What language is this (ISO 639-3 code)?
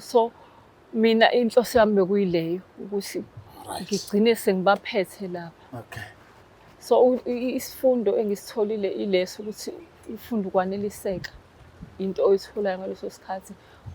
zul